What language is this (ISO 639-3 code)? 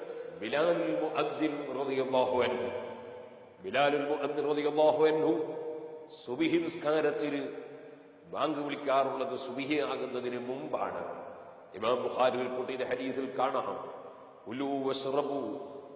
mal